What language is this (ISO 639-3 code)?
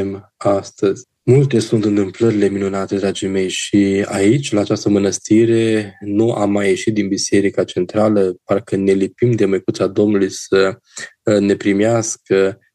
ron